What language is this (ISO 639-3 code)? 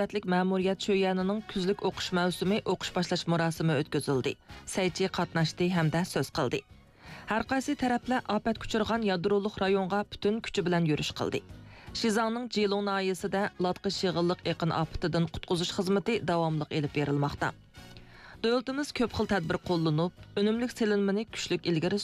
uig